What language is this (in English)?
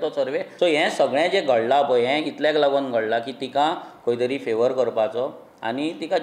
Konkani